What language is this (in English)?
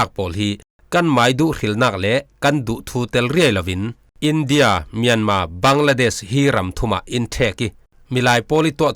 Falam Chin